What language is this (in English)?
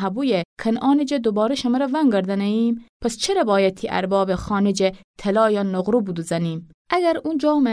Gilaki